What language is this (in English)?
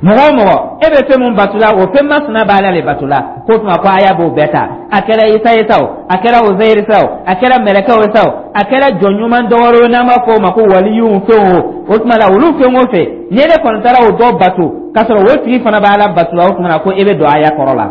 Dyula